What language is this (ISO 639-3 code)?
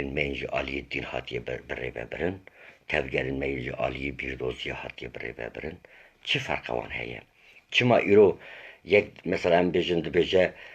kur